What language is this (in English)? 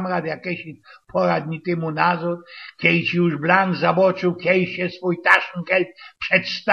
Silesian